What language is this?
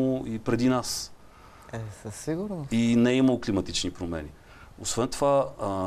Bulgarian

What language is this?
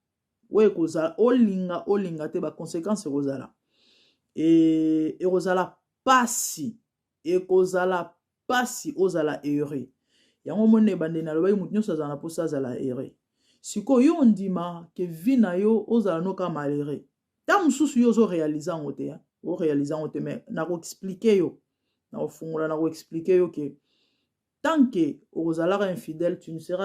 Lingala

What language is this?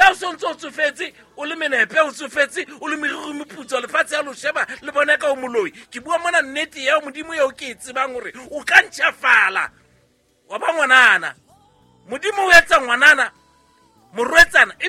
Southern Sotho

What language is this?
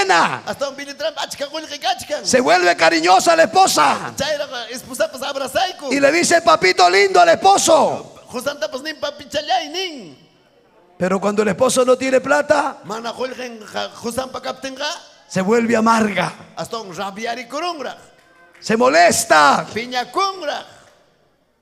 Ayacucho Quechua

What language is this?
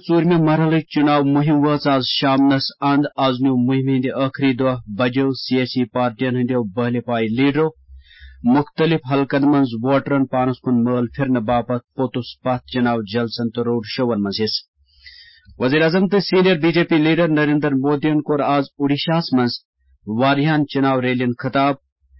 Kashmiri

